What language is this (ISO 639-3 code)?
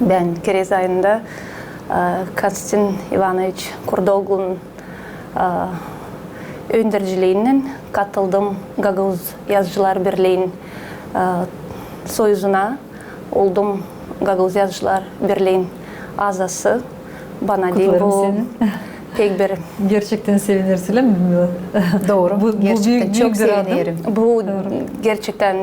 gag